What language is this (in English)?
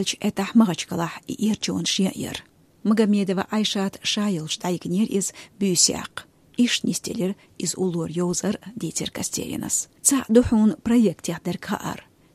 Chechen